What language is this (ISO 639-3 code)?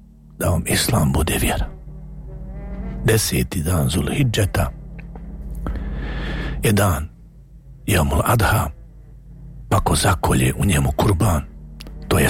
bos